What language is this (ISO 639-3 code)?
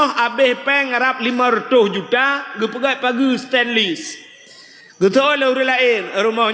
ace